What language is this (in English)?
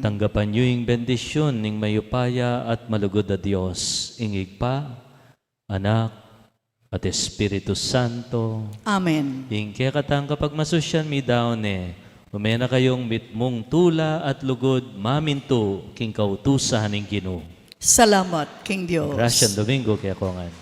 Pampanga